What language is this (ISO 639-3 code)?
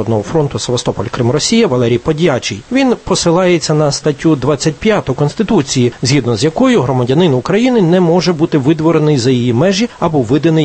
ukr